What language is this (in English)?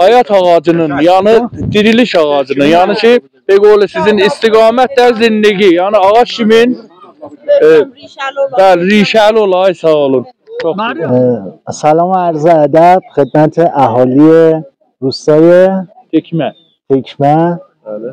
South Azerbaijani